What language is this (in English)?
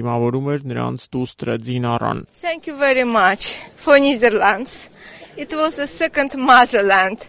Armenian